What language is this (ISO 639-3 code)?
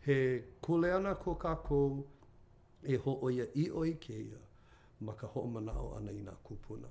haw